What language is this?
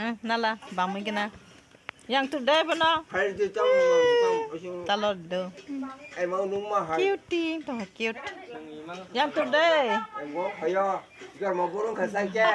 Kok Borok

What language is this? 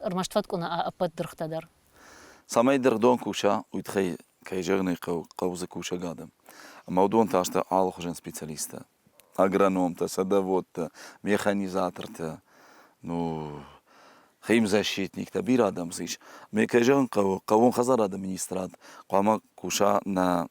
Ossetic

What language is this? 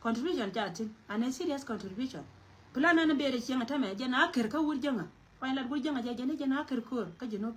Nuer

